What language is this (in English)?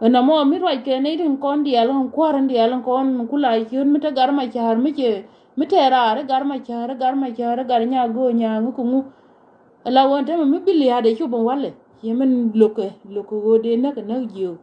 Nuer